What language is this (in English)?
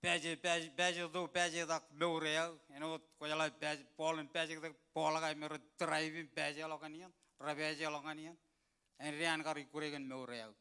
Marshallese